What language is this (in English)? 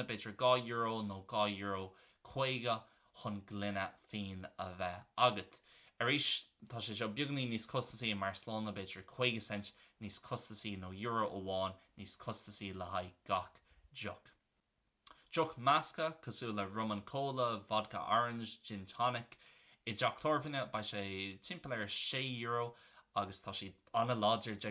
Irish